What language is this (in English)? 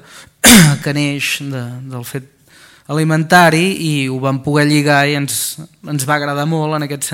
Catalan